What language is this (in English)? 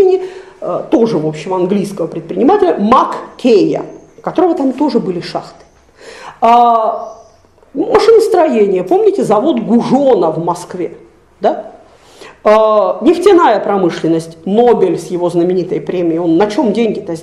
Russian